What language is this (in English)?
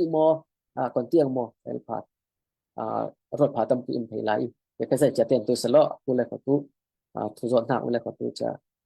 Falam Chin